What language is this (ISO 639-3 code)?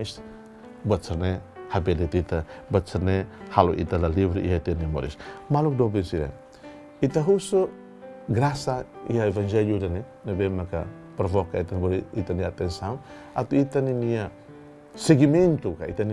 tet